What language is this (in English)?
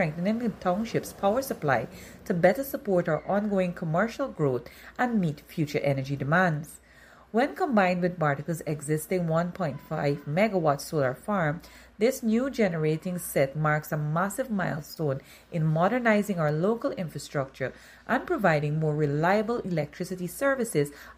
English